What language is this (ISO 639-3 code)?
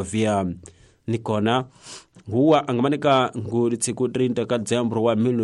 tso